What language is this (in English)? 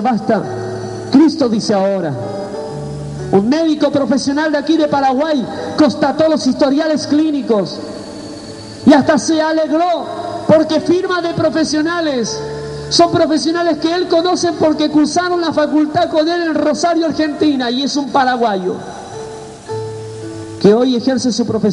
Spanish